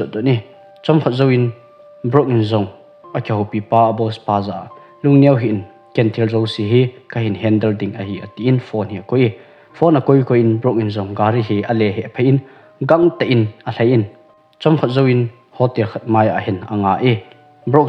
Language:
Thado Chin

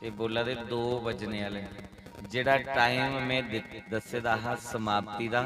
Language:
Dogri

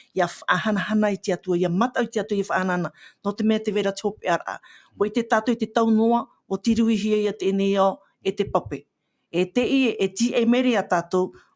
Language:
Tahitian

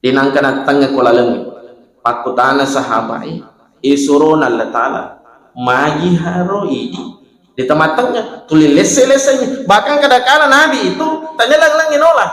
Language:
Buginese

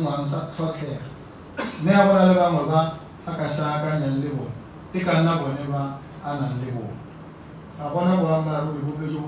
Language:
Tswana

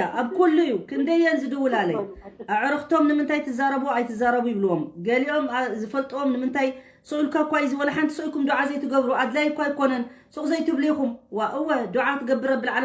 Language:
Tigrinya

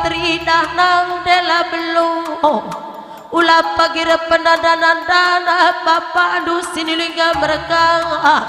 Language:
Batak Karo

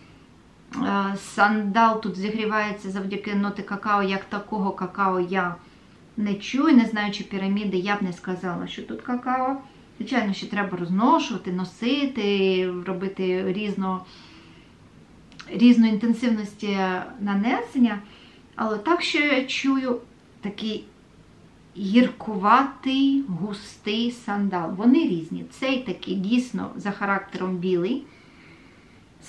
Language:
Ukrainian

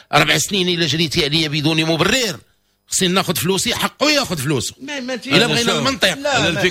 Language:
Moroccan Arabic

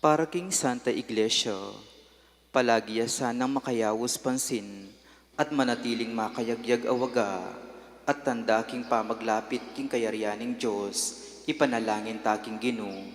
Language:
Pampanga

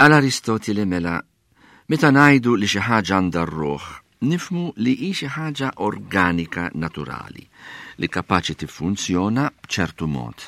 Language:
Maltese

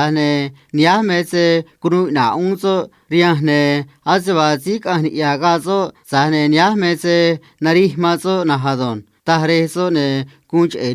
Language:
Copala Triqui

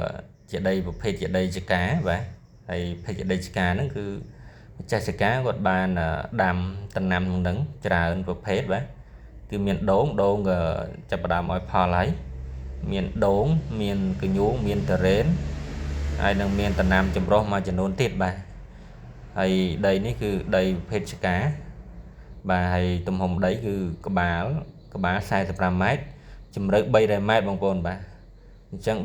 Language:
Khmer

